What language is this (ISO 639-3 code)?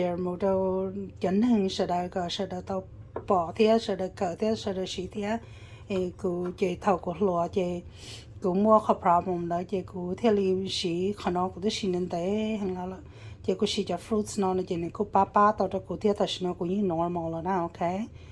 hmn